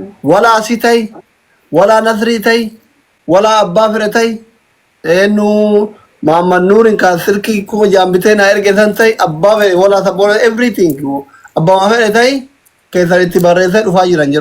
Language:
Oromo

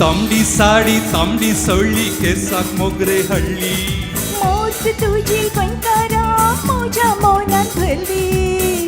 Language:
Konkani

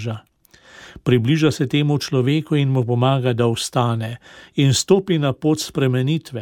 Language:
Slovenian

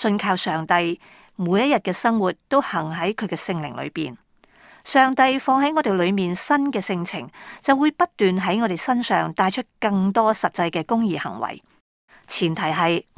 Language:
Cantonese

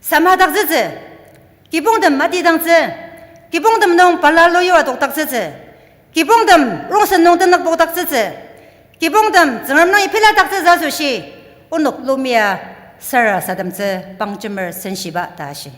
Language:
Ao Naga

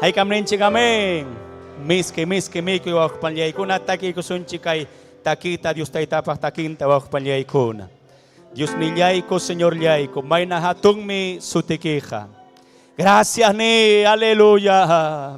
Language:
Ayacucho Quechua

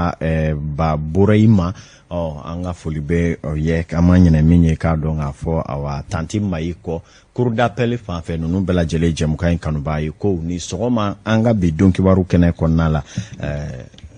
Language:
Bambara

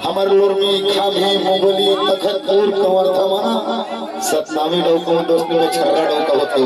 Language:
Chhattisgarhi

